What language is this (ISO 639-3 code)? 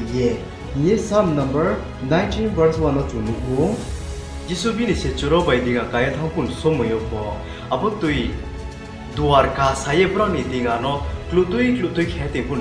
ria